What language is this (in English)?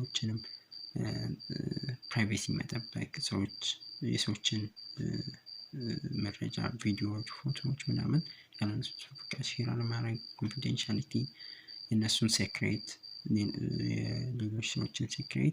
Amharic